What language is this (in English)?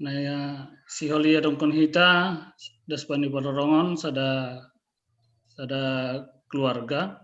Batak Simalungun